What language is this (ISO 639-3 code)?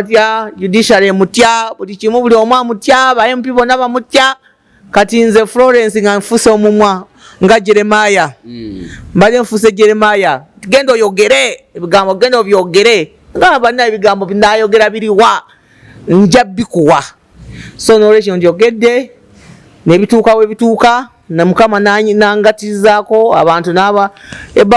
lug